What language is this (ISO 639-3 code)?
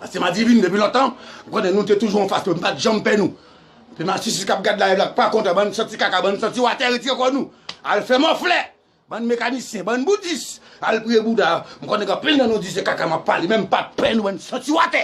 hat